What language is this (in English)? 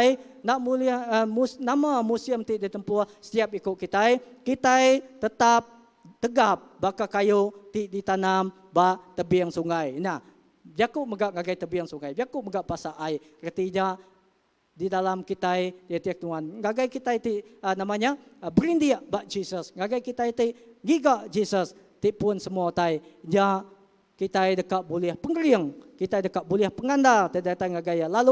Iban